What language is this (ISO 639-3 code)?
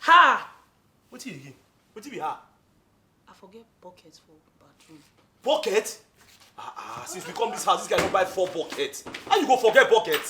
pcm